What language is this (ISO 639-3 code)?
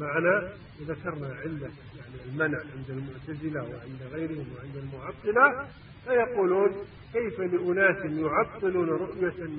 ara